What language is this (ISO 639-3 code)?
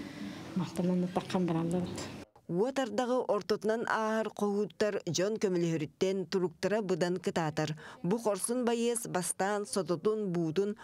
sah